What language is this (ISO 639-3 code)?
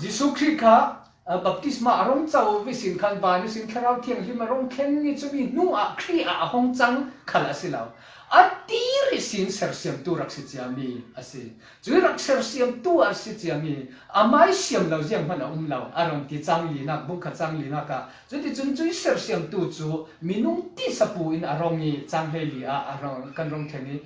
cfm